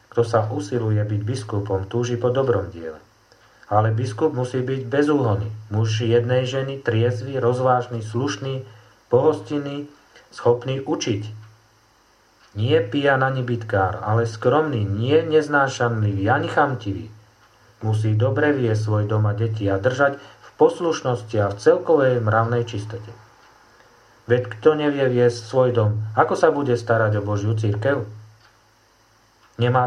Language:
Slovak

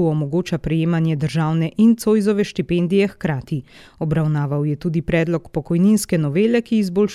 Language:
Slovenian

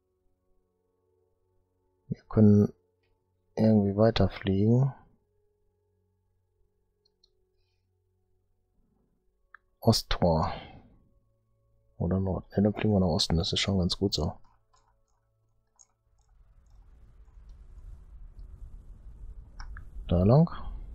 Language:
German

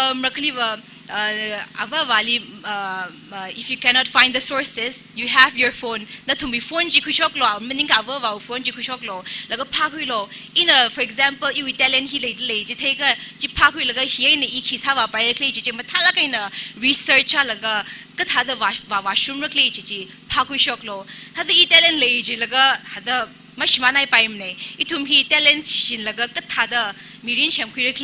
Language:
Tangkhul Naga (India)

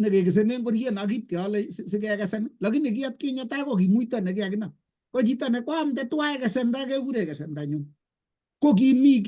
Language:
Kalenjin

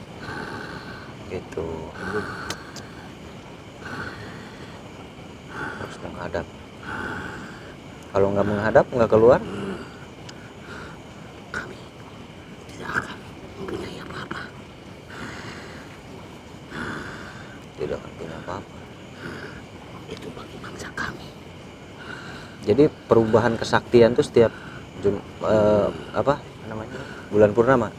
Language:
Indonesian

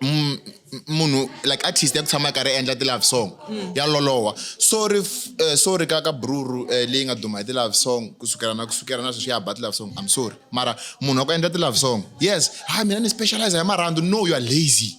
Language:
Tsonga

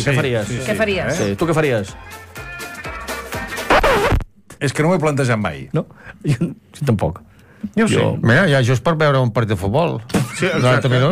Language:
Catalan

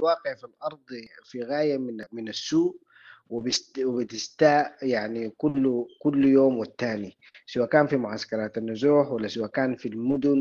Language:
Sudanese Arabic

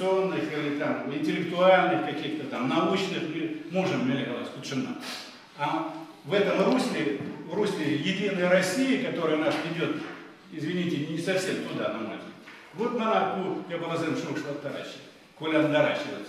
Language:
Chuvash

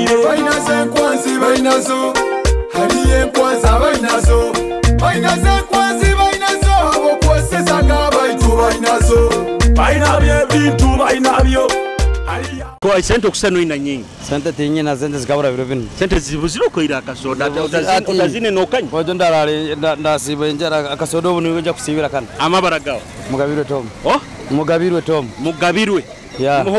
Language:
Nyoro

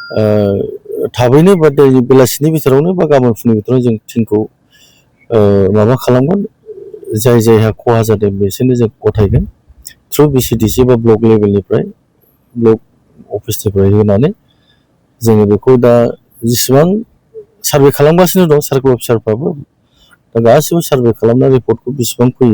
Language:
Bodo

